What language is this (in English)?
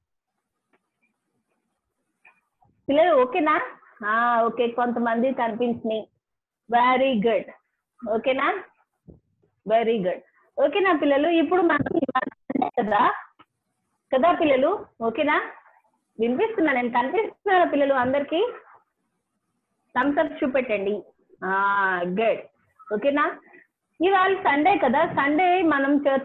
Telugu